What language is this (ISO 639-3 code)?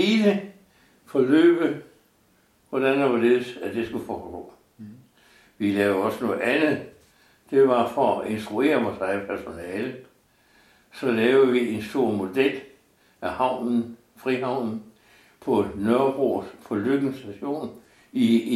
dan